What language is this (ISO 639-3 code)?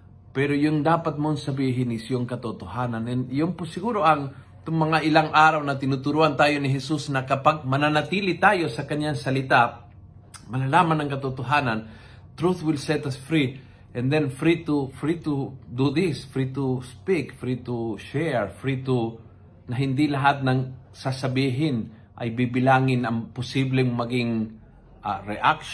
fil